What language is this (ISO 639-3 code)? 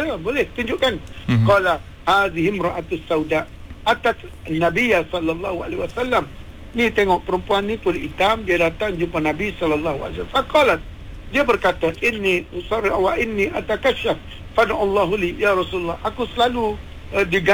msa